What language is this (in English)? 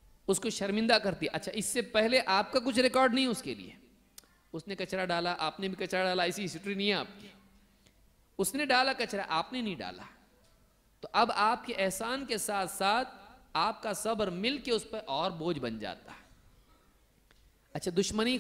Urdu